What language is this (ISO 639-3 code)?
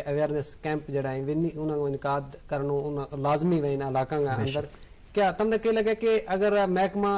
gju